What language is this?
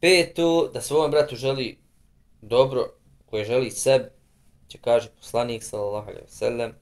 Bosnian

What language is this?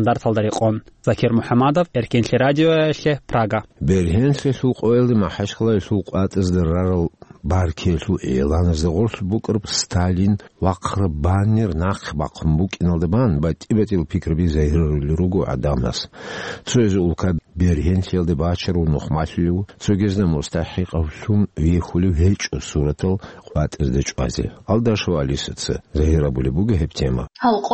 Avaric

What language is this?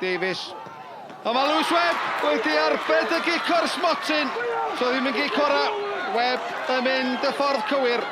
Welsh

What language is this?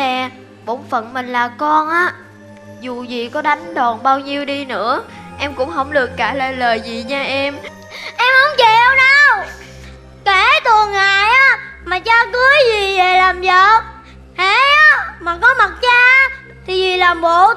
Vietnamese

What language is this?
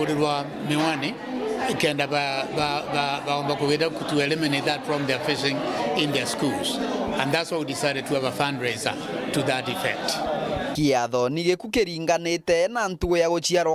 Meru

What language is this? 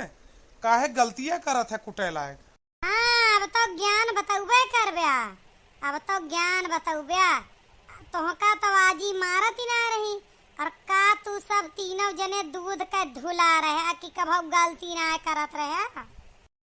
Awadhi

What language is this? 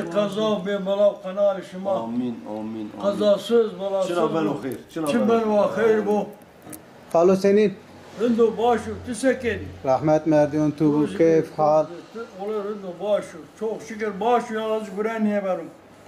Zaza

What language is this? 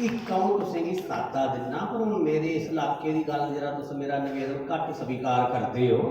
Dogri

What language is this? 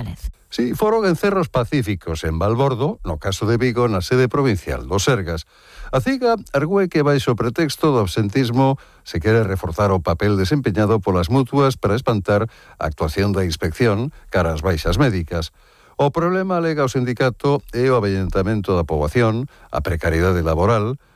Galician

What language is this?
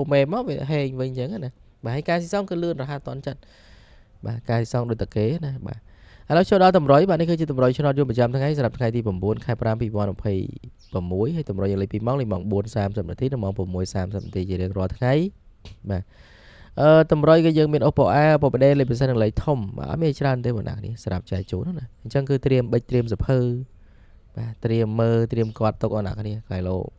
Khmer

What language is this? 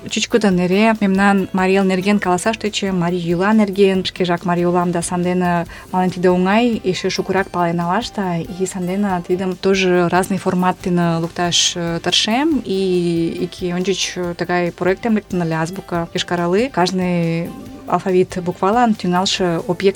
Mari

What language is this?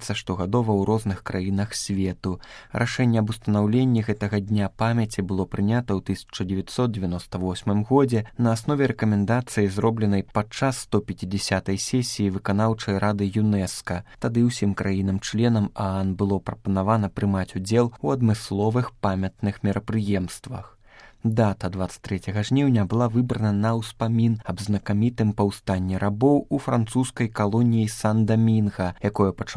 Belarusian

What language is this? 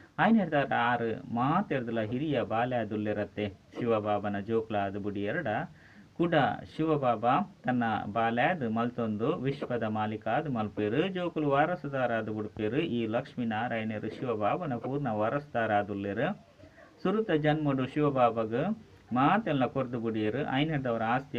Tulu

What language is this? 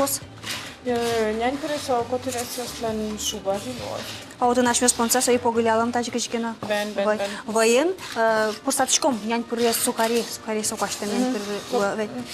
Udmurt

